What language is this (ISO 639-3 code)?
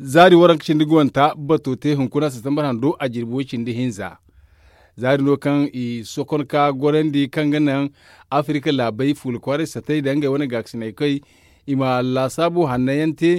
dje